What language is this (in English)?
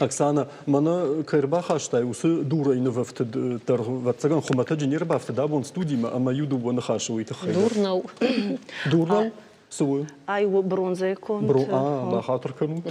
Ossetic